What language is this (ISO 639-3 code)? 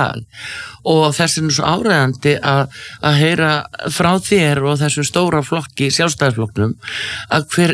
isl